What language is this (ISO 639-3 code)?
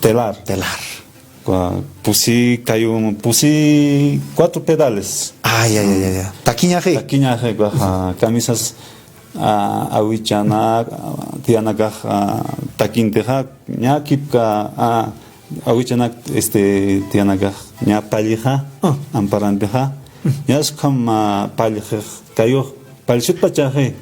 aym